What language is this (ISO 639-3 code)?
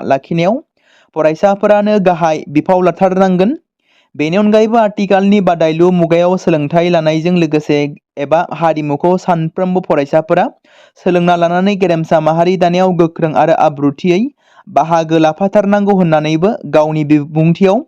brx